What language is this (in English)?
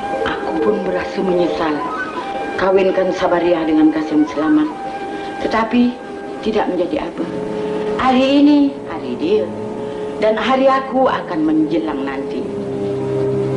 Malay